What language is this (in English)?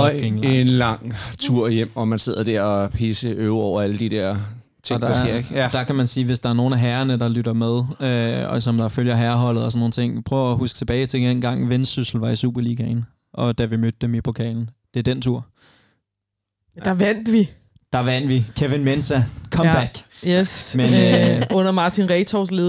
Danish